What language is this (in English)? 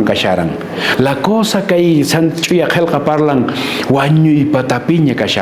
Quechua